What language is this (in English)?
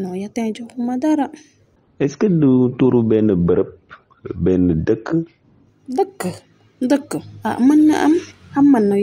Wolof